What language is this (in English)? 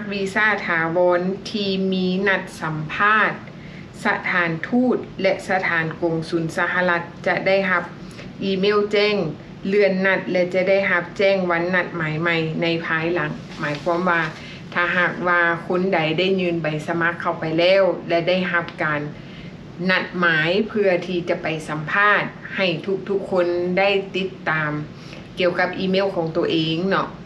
Lao